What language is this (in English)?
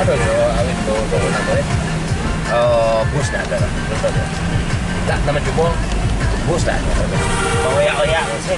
Minangkabau